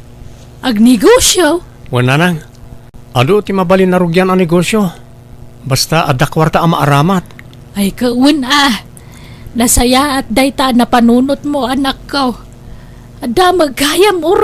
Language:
Iloko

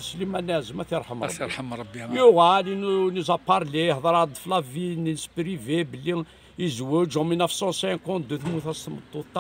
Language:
Kabyle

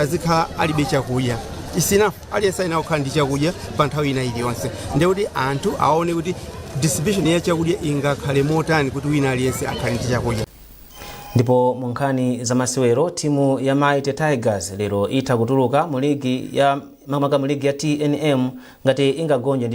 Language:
Nyanja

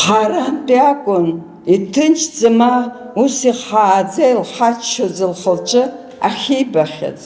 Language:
Abkhazian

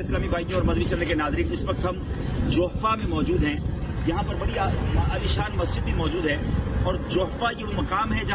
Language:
Urdu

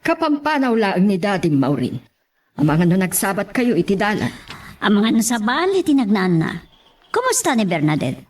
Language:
Iloko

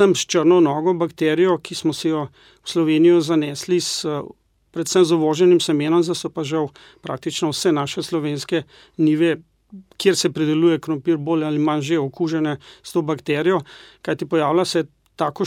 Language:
Slovenian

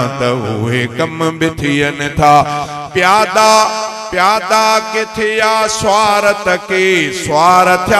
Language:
Sindhi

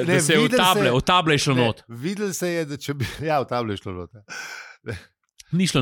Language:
Slovenian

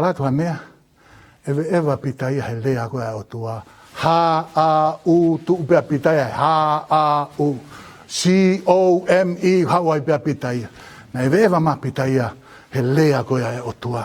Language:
Tongan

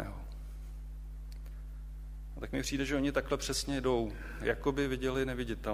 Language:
Czech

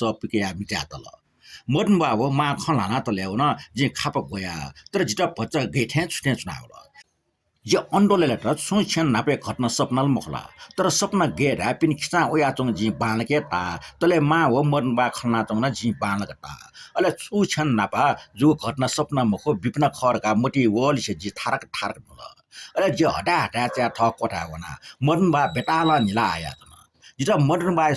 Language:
Newari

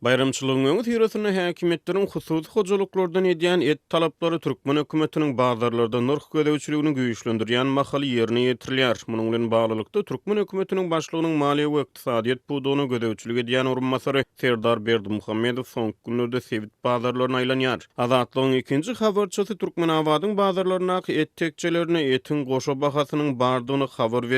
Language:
Turkmen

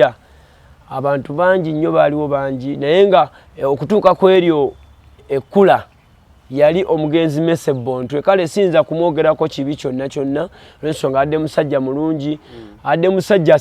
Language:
Ganda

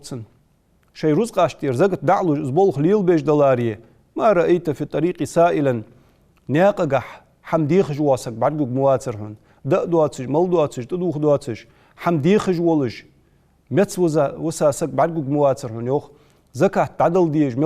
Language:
Ingush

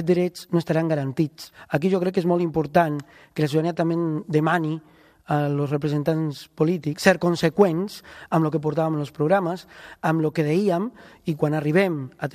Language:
Catalan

